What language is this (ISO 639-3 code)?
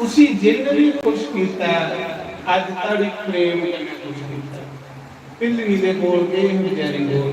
doi